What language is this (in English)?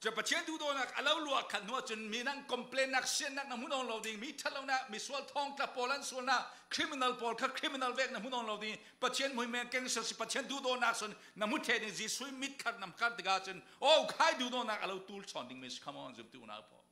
Falam Chin